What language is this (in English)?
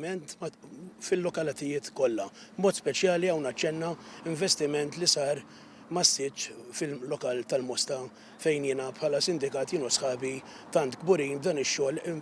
Maltese